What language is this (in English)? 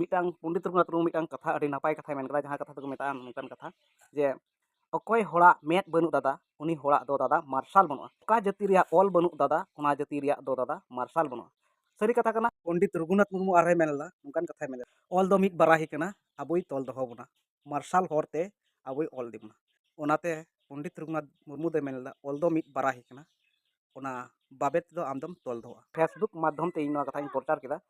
Santali